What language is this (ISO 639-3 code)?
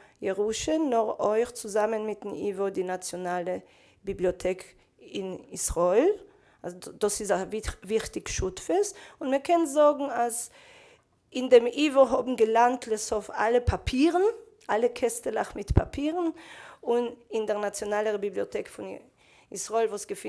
yid